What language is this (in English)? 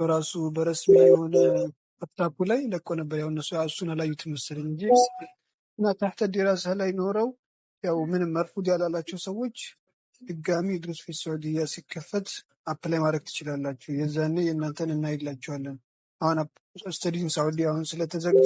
Amharic